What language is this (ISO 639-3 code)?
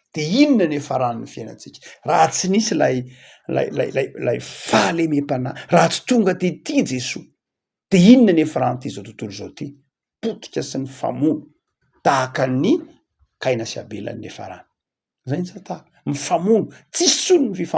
mlg